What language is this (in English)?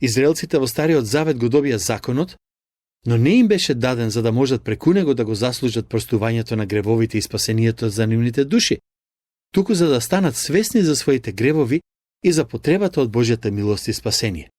Macedonian